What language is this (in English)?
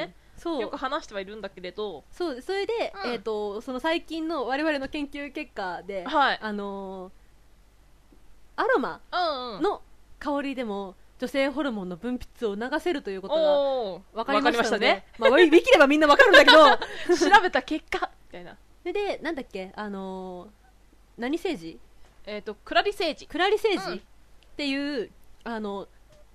Japanese